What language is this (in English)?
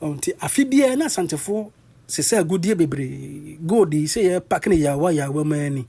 Akan